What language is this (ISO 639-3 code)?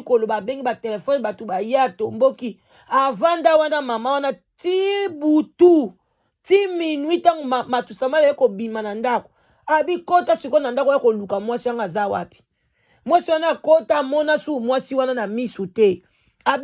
lin